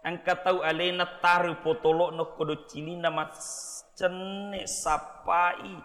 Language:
Buginese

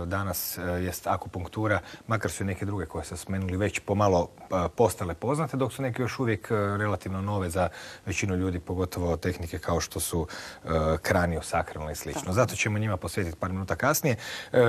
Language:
Croatian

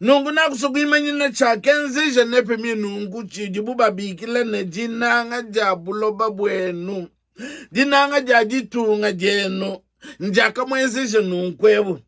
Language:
Luba-Lulua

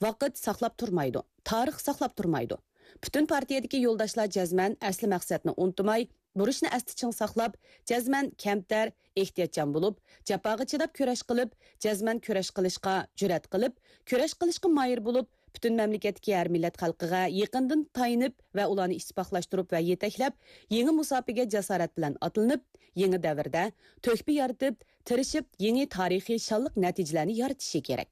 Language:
Uyghur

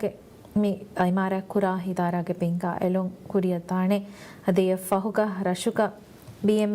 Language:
Divehi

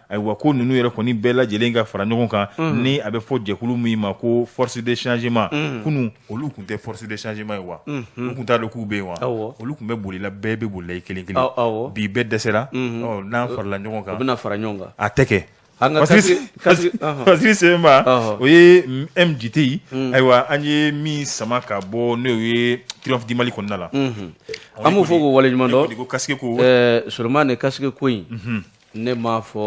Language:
Bambara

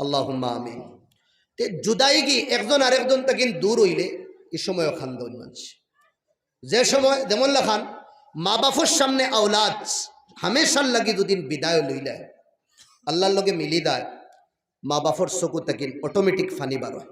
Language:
Sylheti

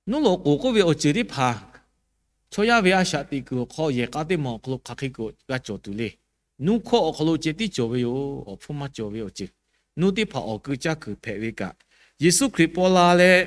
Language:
Lahu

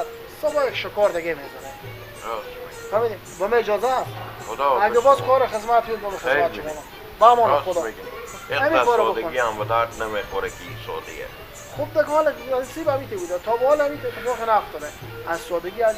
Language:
Persian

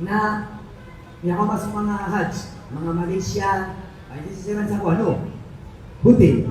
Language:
Maranao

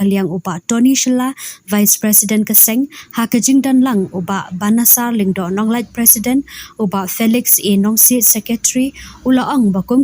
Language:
Khasi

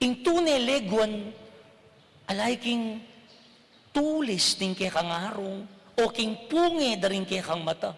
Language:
Pampanga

